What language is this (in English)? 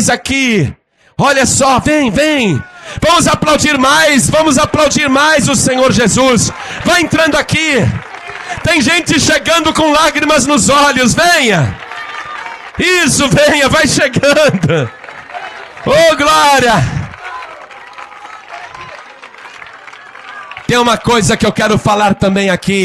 Portuguese